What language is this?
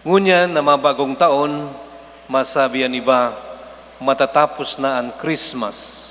Bikol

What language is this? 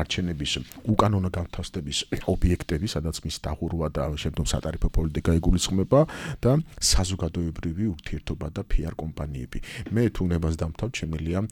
Georgian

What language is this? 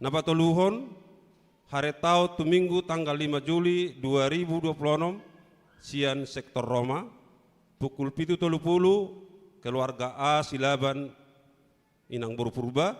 Batak Toba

